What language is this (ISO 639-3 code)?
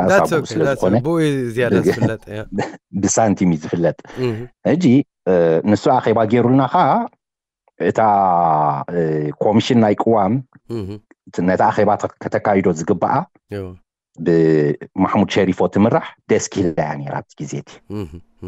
tir